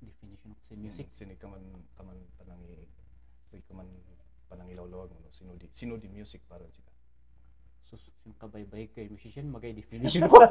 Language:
Kankanaey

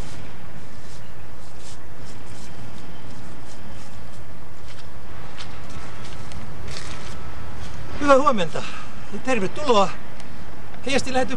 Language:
Finnish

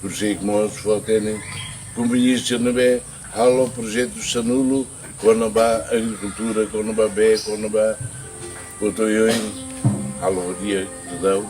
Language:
Tetum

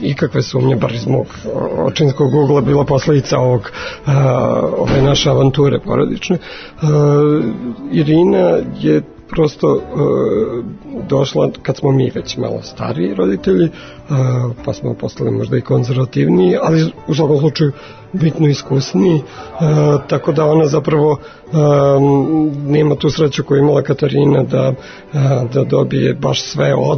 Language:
Serbian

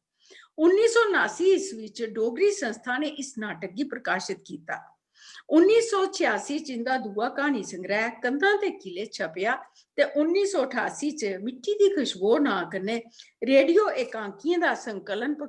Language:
Dogri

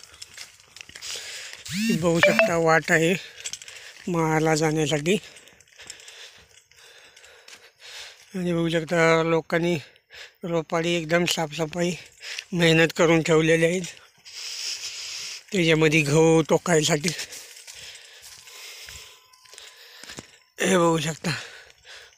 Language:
Marathi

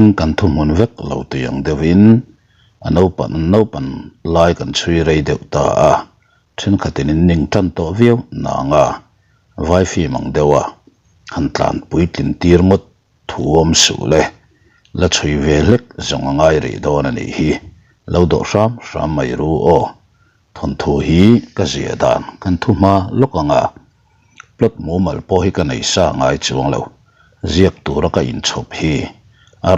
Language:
Mizo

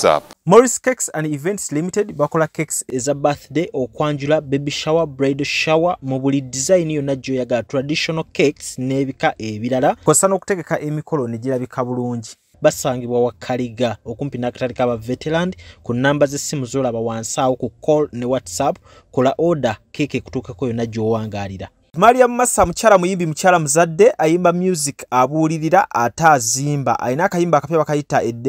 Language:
Ganda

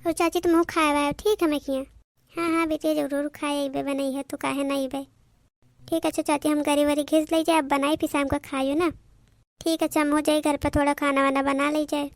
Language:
Awadhi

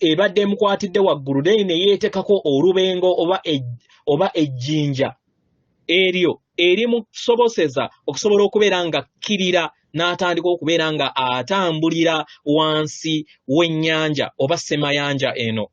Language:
Ganda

